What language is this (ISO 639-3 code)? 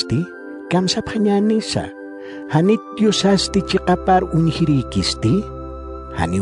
aym